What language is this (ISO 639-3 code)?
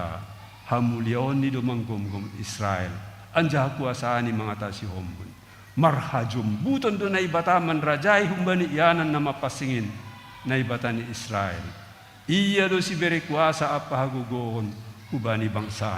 bts